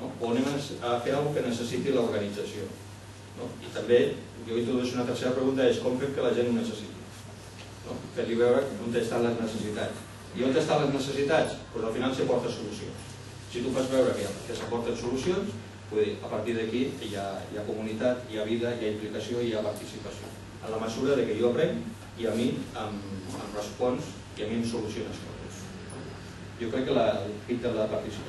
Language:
Catalan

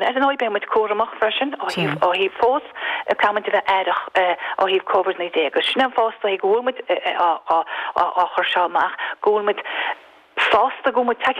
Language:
Irish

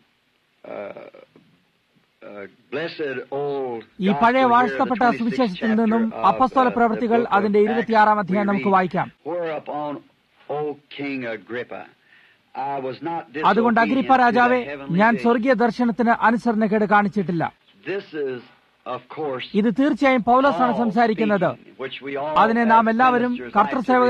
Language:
Malayalam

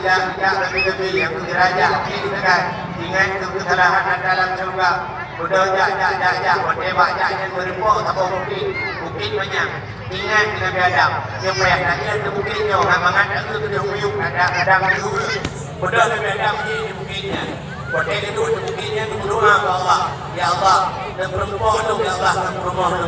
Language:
Achinese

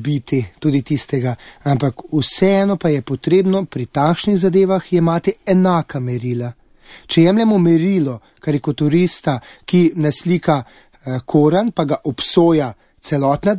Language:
Slovenian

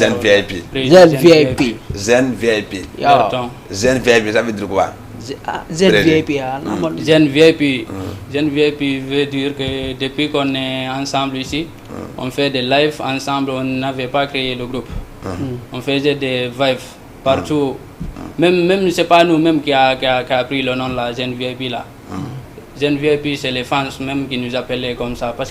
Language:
Fula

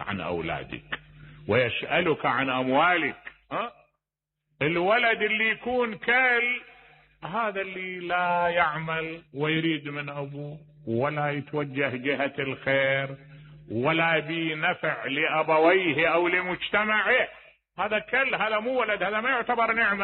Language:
Mesopotamian Arabic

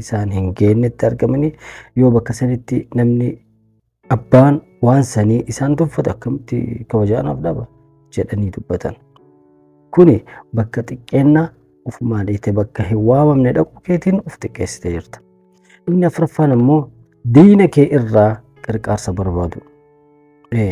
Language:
Oromo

